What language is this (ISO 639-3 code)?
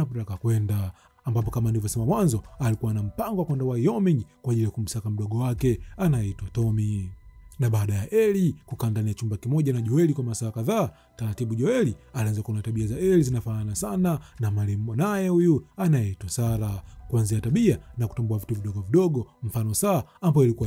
swa